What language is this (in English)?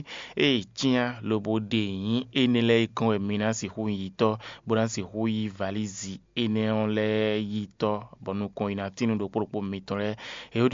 Fon